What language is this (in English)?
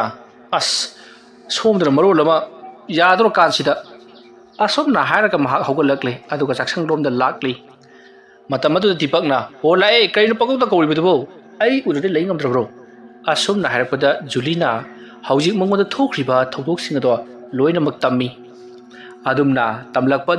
Manipuri